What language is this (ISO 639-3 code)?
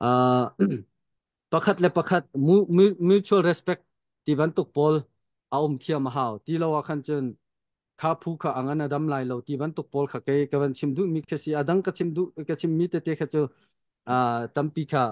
cnh